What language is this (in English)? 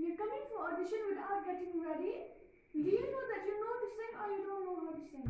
Khasi